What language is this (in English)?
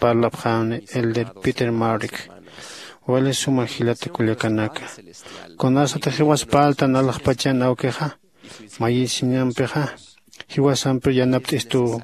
Aymara